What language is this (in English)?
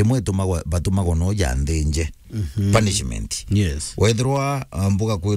Meru